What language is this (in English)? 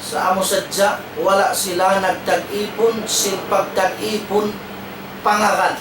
Tausug